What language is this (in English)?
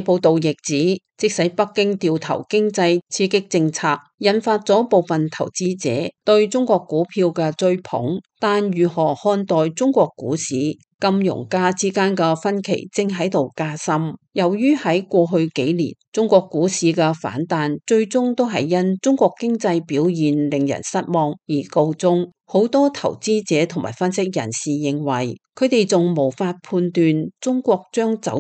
Cantonese